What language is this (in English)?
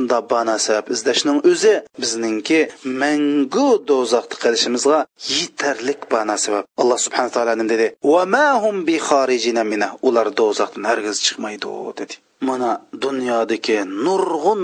Uyghur